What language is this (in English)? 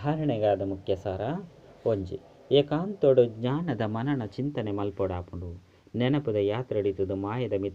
Tulu